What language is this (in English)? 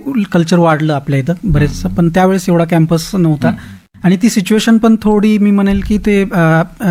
Marathi